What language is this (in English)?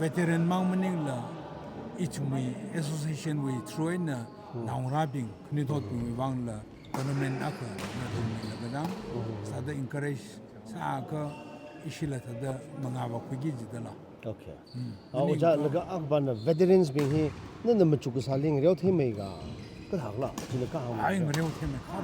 Tangkhul Naga (India)